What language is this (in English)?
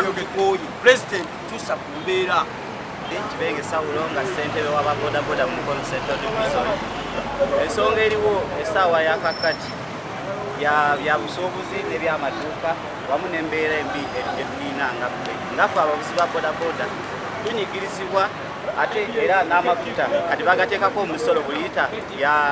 Ganda